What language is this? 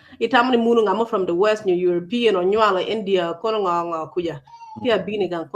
Acoli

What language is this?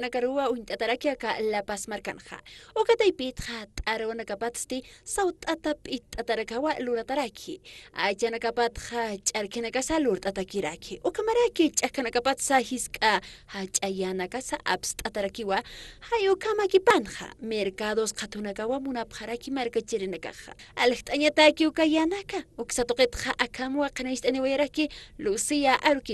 Aymara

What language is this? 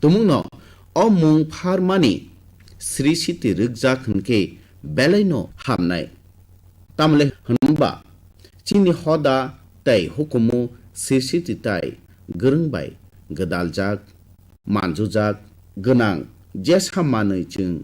Kok Borok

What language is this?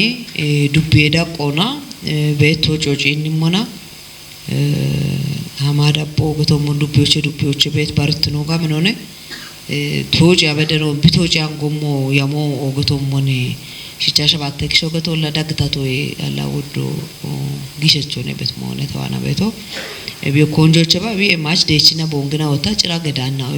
Kafa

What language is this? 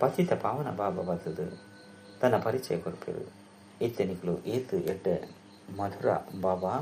Tulu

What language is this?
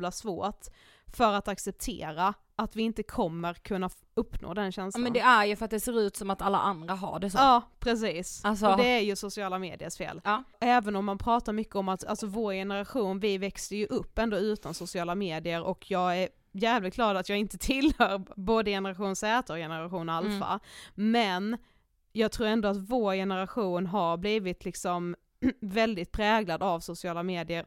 Swedish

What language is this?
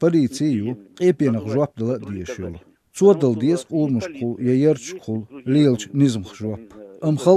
Chechen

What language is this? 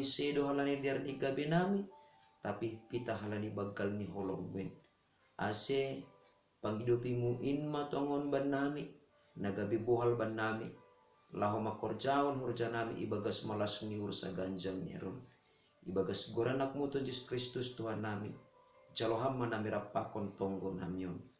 Batak Simalungun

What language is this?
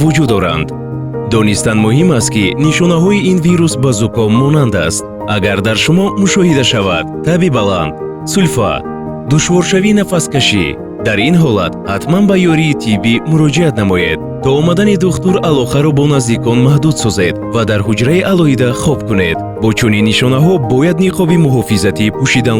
Tajik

